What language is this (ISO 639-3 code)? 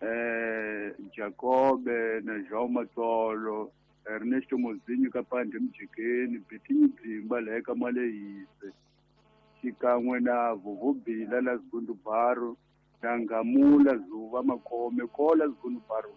tso